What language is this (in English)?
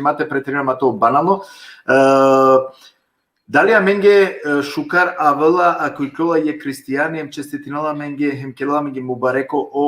Balkan Romani